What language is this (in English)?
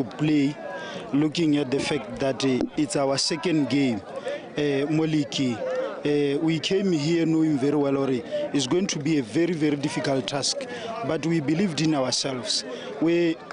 Tswana